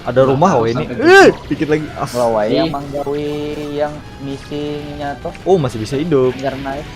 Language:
Banjar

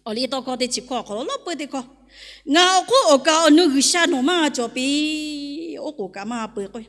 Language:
Lahu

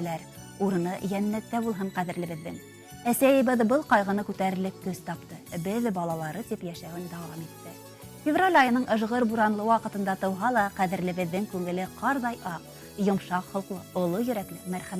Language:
Bashkir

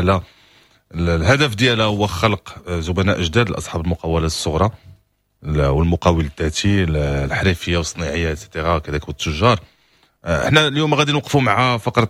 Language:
Moroccan Arabic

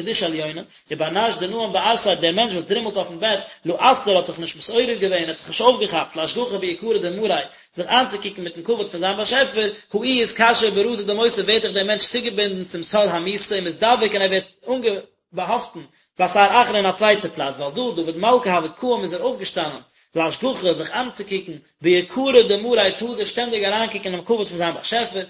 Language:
Yiddish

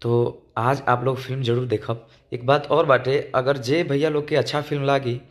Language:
Bhojpuri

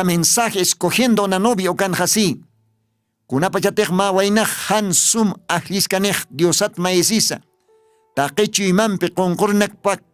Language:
Aymara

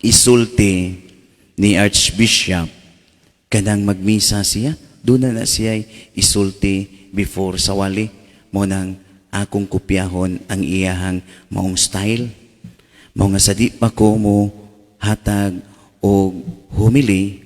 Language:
Cebuano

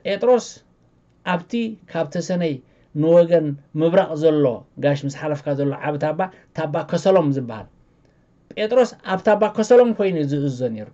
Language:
Tigrinya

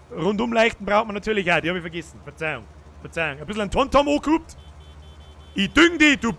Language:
Bavarian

